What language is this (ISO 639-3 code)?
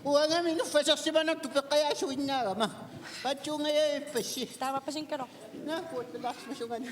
kal